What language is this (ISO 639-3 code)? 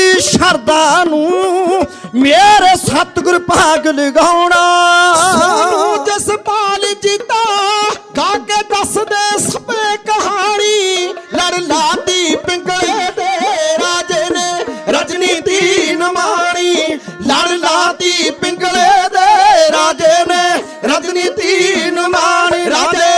pan